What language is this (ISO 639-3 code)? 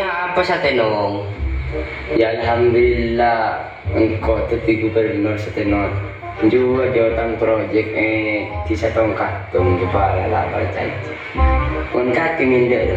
mad